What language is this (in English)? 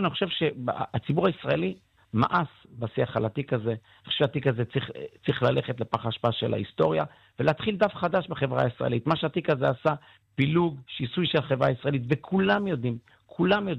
Hebrew